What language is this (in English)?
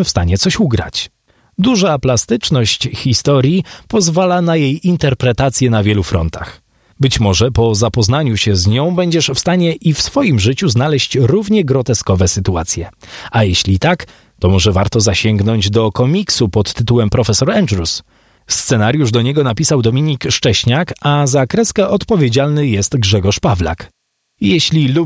Polish